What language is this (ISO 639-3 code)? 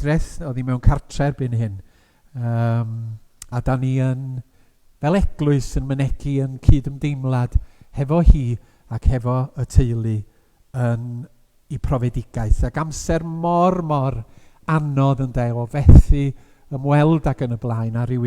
cym